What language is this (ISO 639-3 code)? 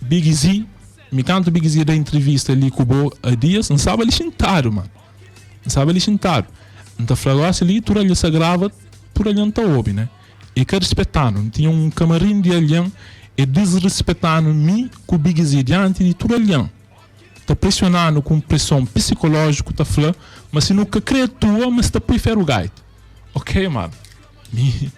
kea